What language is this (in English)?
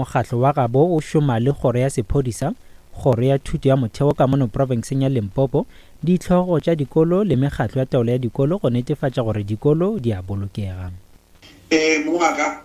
Northern Sotho